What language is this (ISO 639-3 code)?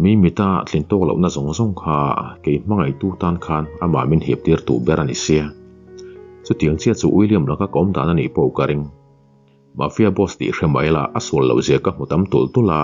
lus